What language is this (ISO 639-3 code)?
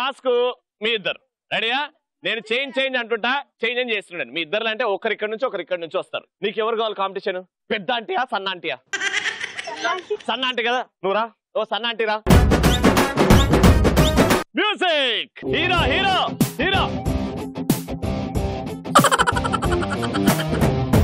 tel